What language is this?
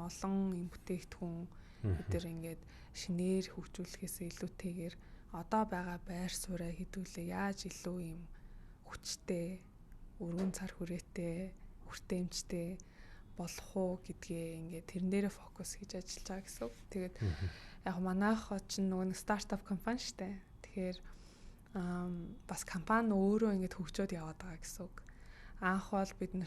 Mongolian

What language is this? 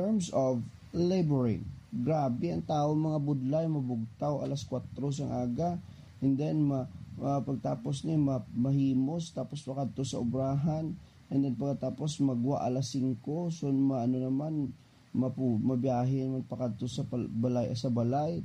Hiligaynon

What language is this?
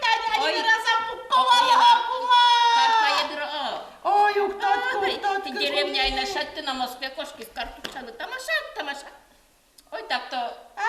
Udmurt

